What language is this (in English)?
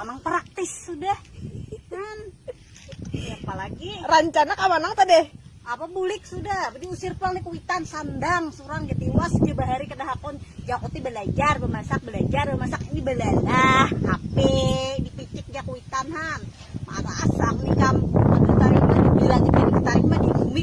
Banjar